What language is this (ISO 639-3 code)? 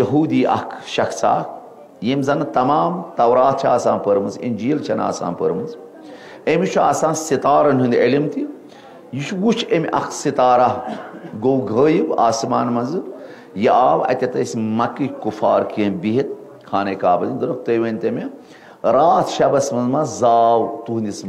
kas